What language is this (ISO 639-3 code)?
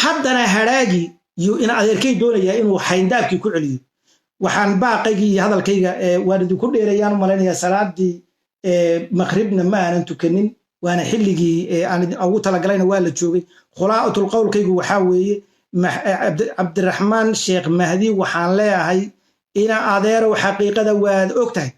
som